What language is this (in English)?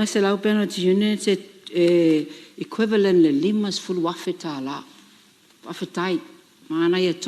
Samoan